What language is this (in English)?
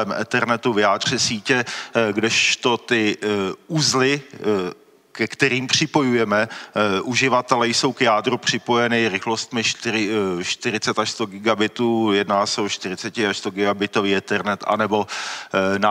Czech